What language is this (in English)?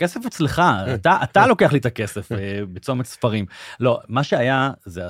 Hebrew